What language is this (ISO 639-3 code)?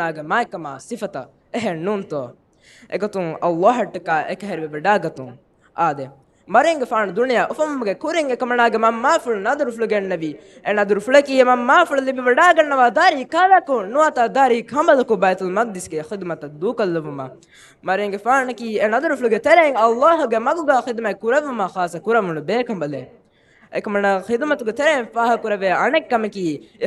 div